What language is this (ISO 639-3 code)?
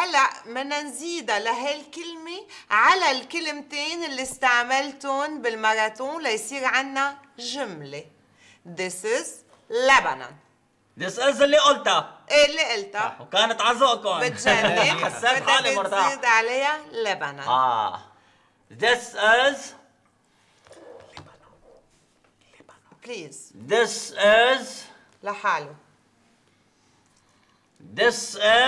apc